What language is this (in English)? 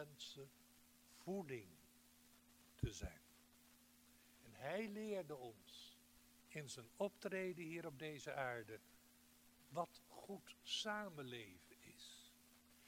Dutch